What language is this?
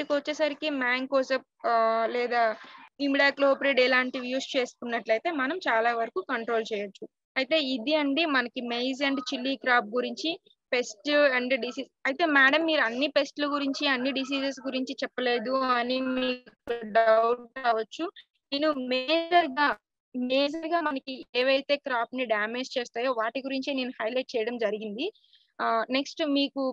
Telugu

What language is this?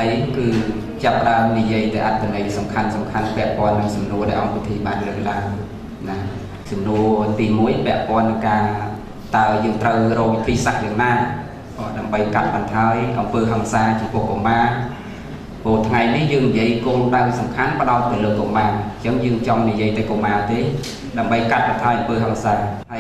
Khmer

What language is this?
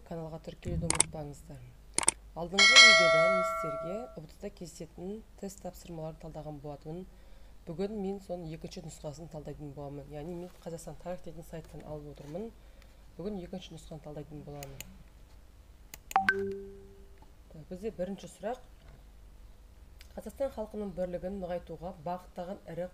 Kazakh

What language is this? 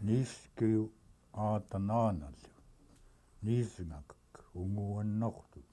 Central Yupik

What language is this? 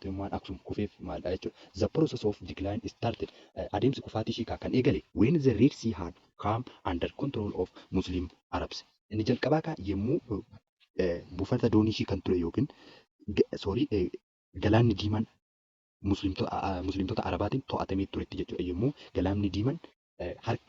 Oromo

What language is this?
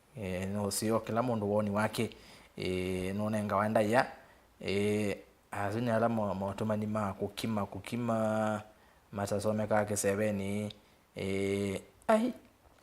Kamba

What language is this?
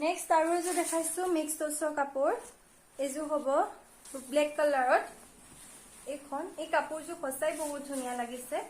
Assamese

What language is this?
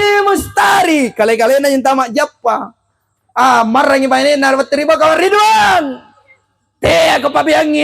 Makasar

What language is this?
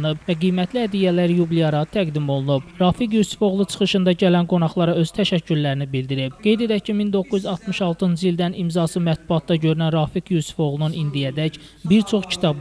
Azerbaijani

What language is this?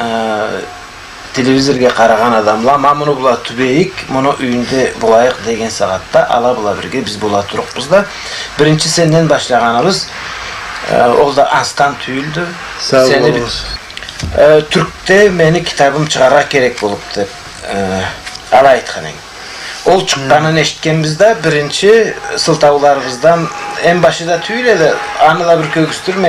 Karachay-Balkar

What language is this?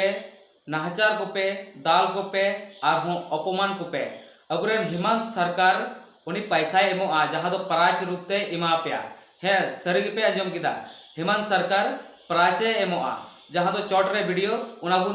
Santali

